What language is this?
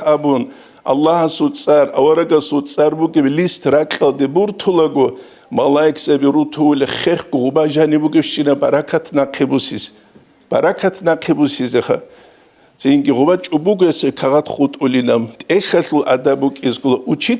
Avaric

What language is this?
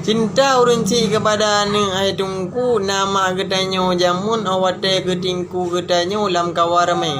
Achinese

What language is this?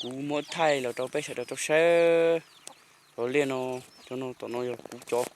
Hmong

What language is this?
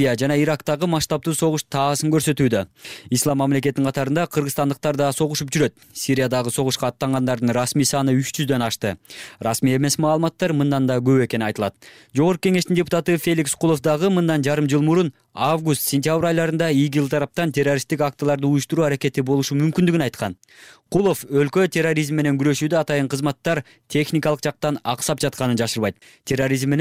Kyrgyz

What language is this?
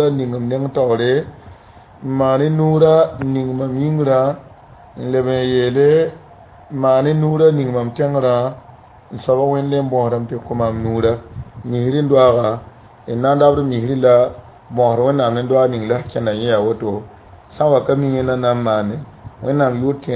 Mossi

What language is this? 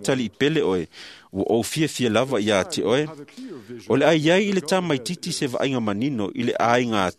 Samoan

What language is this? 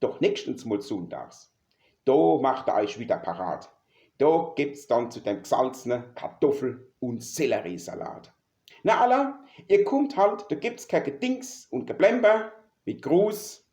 Palatine German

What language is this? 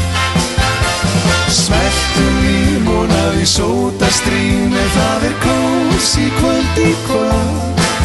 Icelandic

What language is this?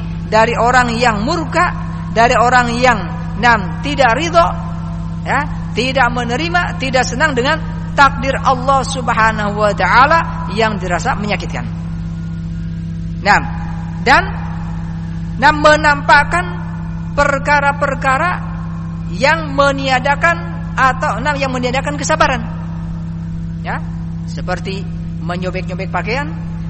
Indonesian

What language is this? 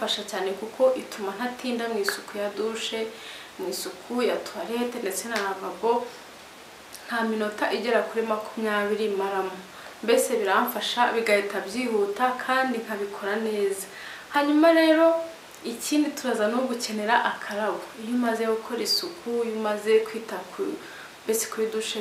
Kinyarwanda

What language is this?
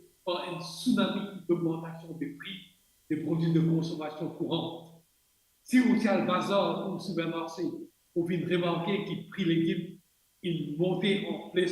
Morisyen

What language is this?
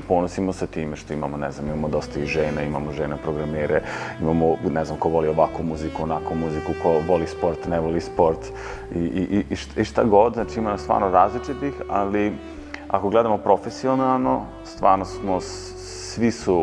Serbian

